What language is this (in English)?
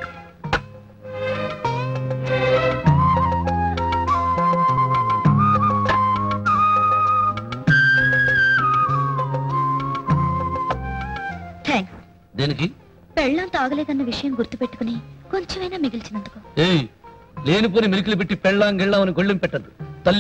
Telugu